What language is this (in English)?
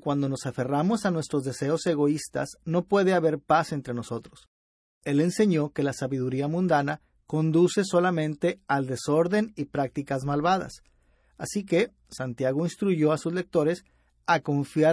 Spanish